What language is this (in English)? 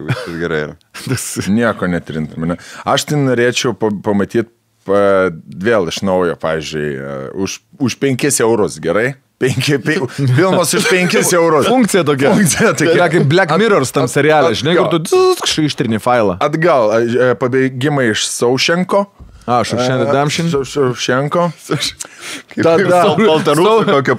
Lithuanian